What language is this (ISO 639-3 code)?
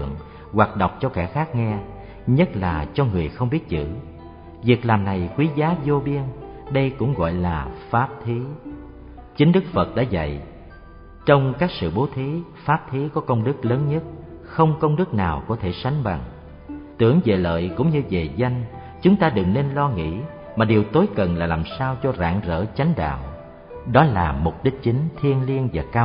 vie